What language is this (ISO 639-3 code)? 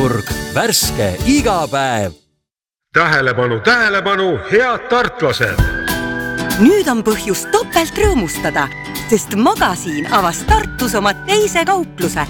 est